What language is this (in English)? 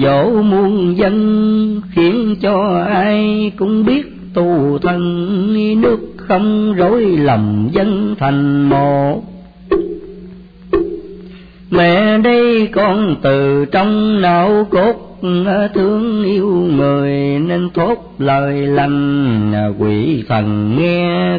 Vietnamese